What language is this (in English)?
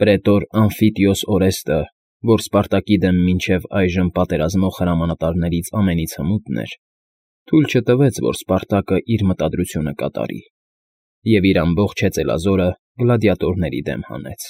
Armenian